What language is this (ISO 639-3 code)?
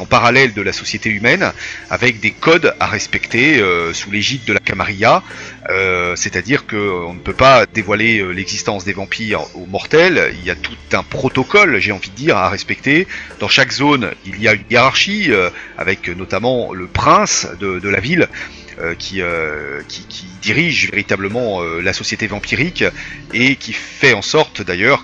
fra